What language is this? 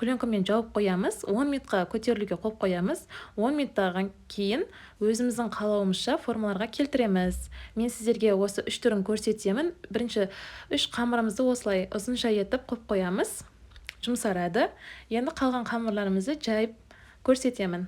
Kazakh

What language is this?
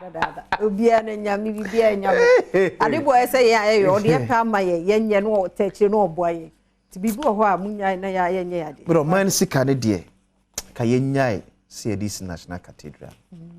Akan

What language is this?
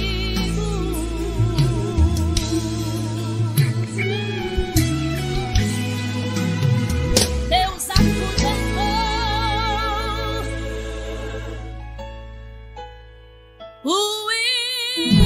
Portuguese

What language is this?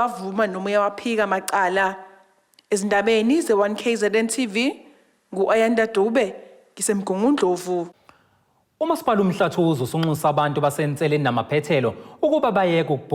Zulu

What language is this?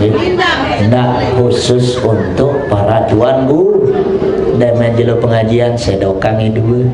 Sasak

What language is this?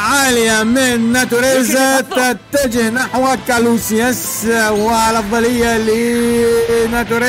Arabic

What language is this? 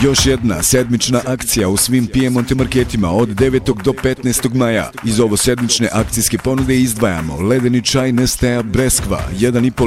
Bosnian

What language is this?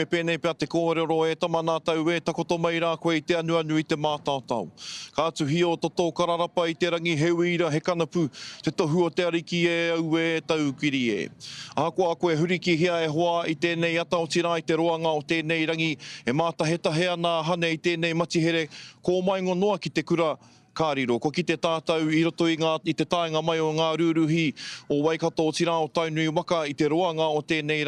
Māori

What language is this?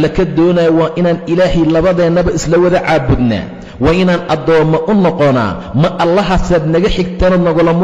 Somali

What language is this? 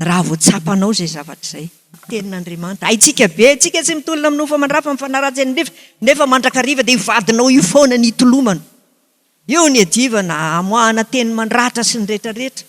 Malagasy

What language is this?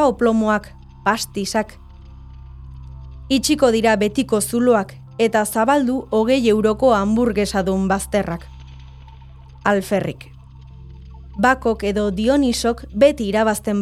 Basque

